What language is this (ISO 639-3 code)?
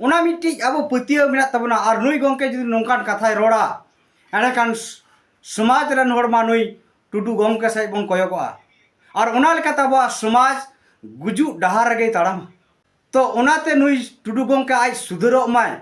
sat